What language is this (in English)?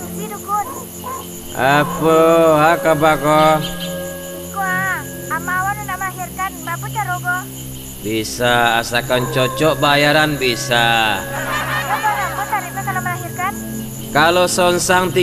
Minangkabau